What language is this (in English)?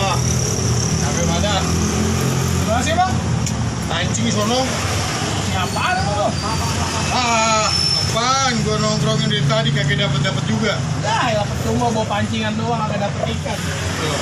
Betawi